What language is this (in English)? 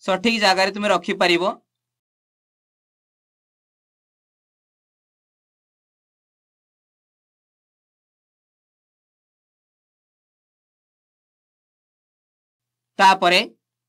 Odia